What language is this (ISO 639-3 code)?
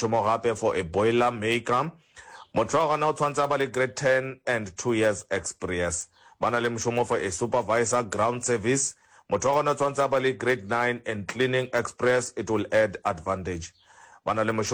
nso